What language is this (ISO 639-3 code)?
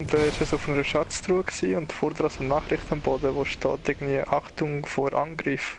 gsw